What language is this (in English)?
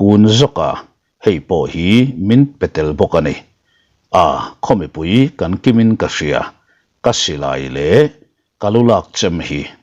Mizo